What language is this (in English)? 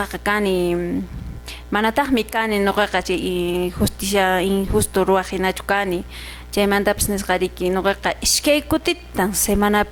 Quechua